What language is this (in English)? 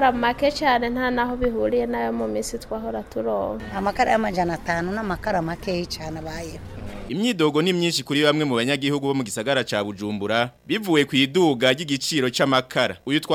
Rundi